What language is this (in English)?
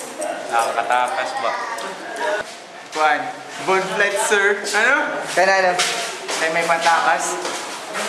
Filipino